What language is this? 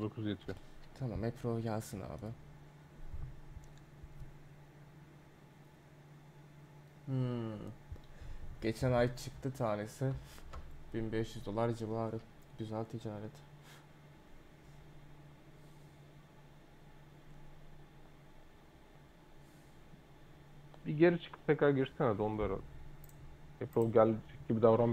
Turkish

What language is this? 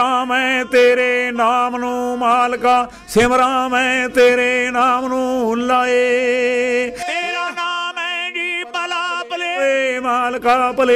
Punjabi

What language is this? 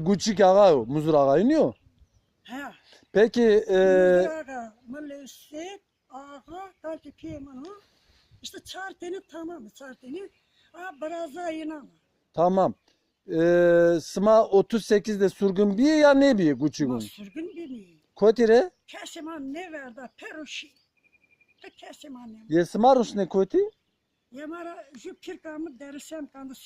Zaza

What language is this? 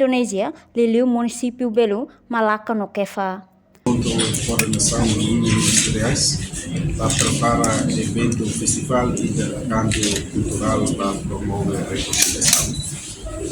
Tetum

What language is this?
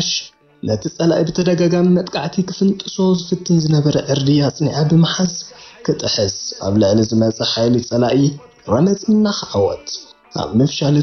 Tigrinya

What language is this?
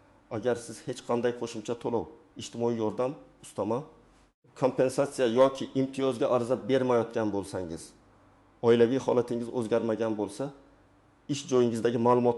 Uzbek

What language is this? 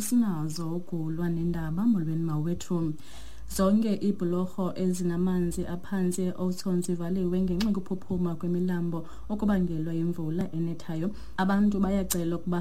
Xhosa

